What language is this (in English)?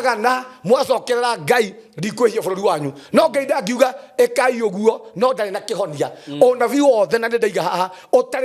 Kikuyu